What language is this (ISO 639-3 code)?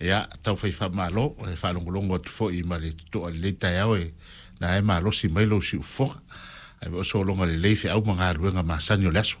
smo